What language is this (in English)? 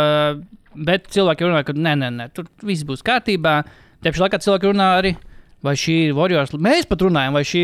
Latvian